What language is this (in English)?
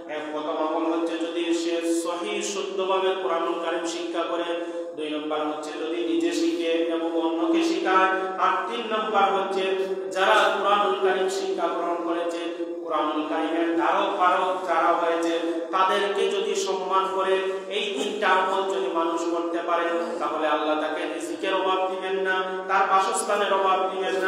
Bangla